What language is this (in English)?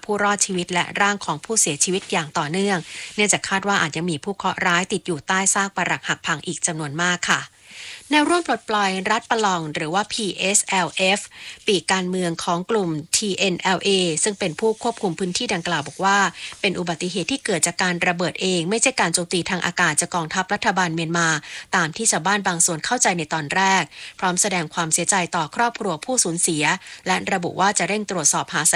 Thai